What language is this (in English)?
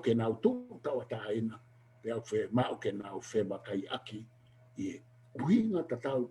Tongan